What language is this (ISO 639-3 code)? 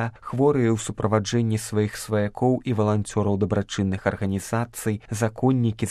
bel